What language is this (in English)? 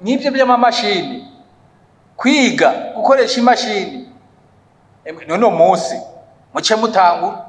Rundi